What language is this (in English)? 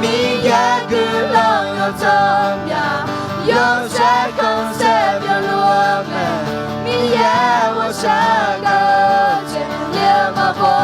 Akha